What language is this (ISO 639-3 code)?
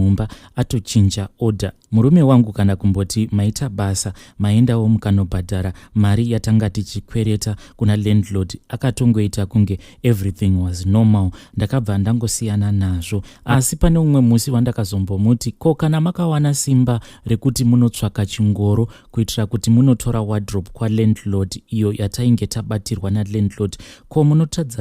sna